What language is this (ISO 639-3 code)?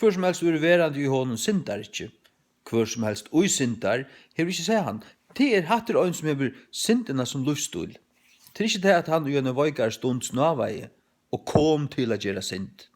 fao